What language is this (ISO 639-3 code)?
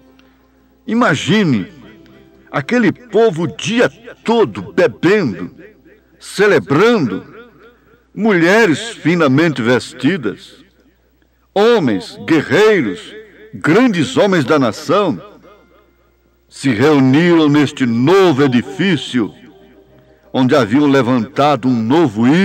por